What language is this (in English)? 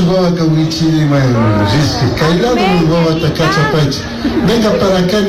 Chimborazo Highland Quichua